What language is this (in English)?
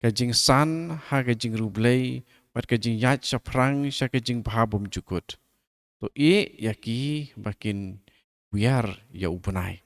Khasi